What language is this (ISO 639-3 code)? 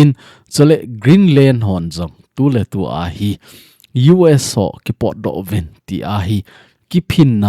tcz